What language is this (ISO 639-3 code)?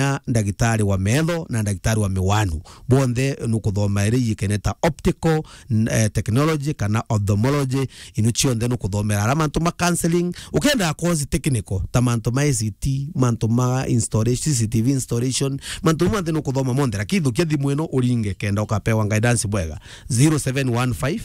mer